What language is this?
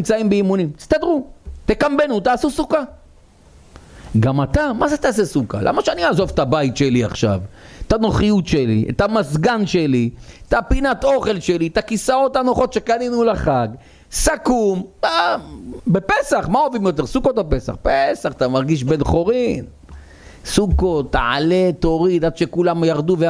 Hebrew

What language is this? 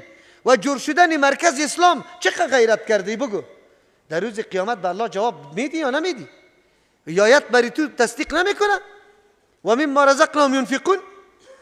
Persian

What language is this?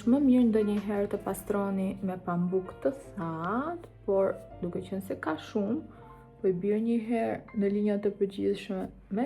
Albanian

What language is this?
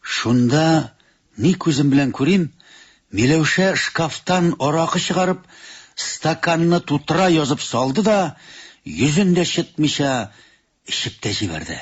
Tatar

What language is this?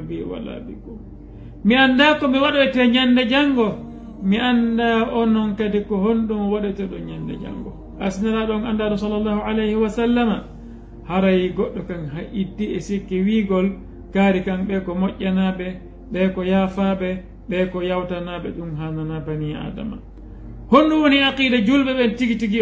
Fula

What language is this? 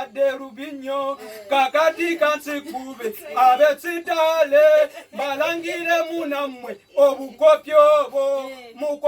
Ganda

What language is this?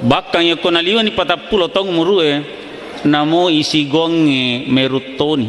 Buginese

